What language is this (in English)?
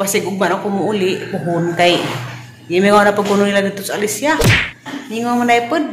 Cebuano